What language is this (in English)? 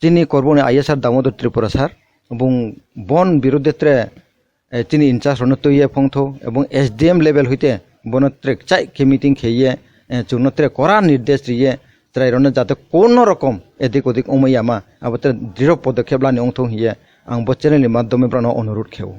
Kok Borok